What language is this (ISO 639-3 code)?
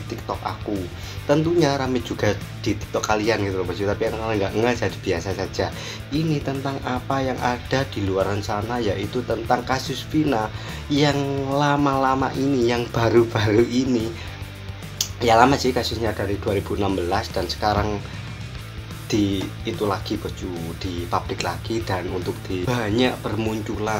ind